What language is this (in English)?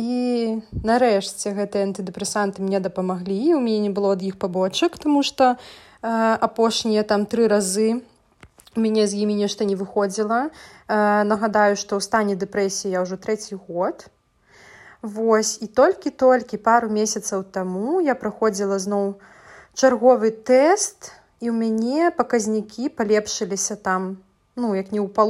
Belarusian